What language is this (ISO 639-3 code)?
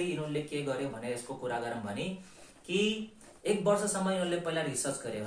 nep